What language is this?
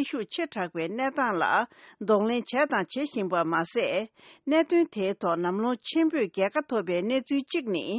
Tibetan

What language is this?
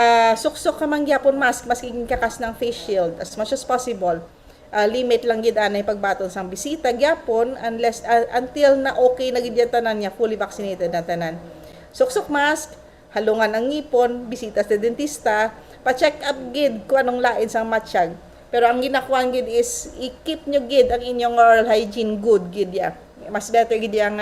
Hiligaynon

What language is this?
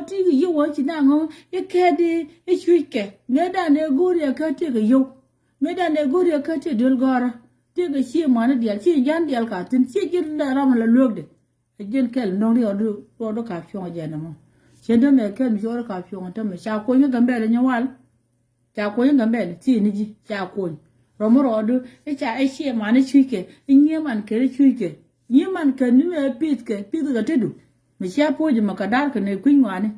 Nuer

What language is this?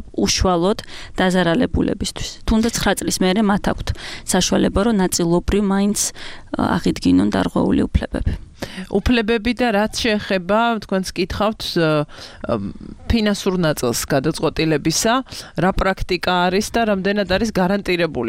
Georgian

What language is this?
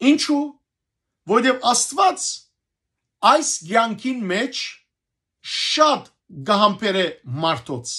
Western Armenian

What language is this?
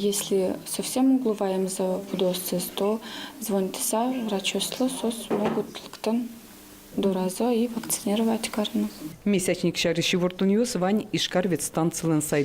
Udmurt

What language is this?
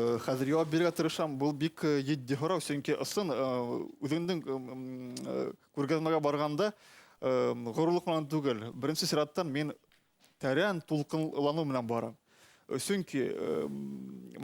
Bashkir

